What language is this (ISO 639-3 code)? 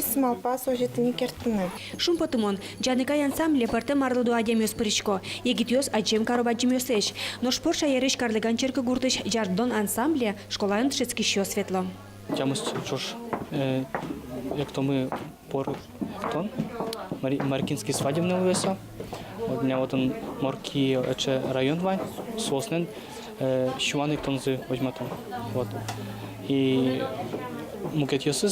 udm